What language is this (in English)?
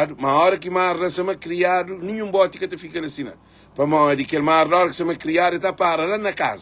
Kabuverdianu